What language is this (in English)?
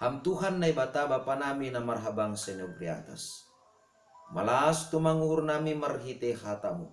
Batak Simalungun